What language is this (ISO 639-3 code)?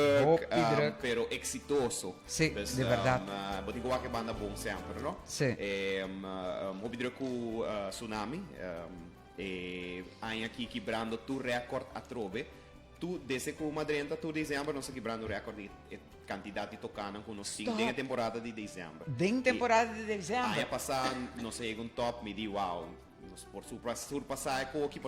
pap